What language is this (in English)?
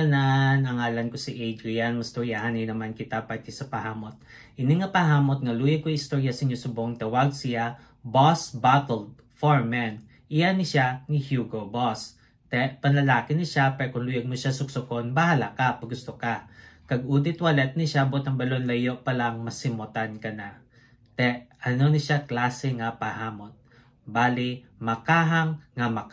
Hiligaynon